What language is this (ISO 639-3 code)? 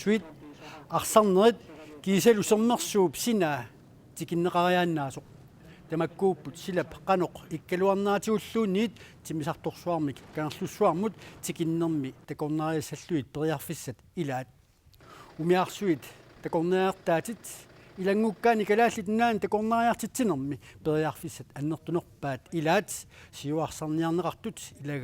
kal